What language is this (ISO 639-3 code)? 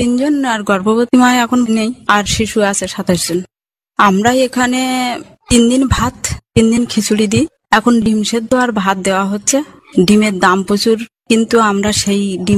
ben